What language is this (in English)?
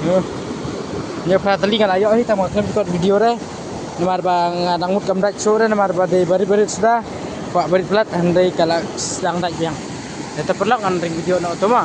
Khasi